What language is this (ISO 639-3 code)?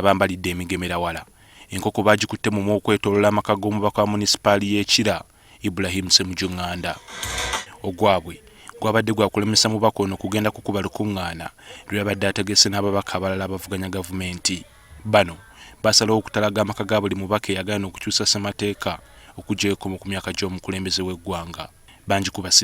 lug